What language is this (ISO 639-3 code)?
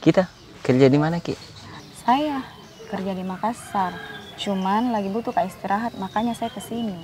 mfp